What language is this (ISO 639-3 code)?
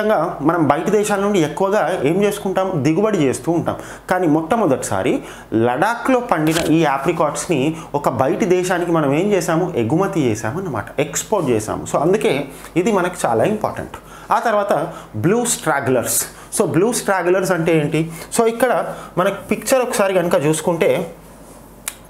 tel